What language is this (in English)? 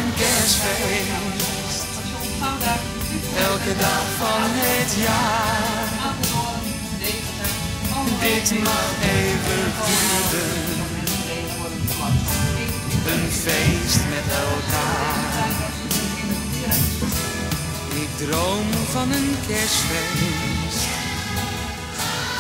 Dutch